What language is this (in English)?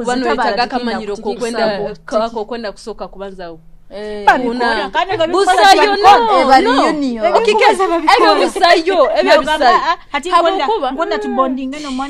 Nyoro